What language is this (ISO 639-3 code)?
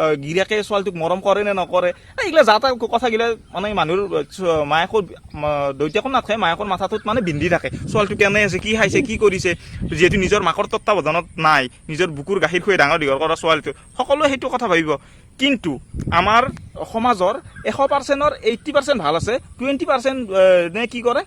asm